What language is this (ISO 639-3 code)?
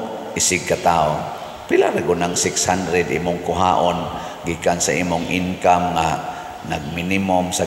ceb